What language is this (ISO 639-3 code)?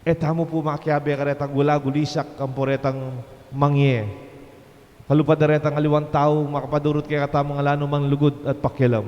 pam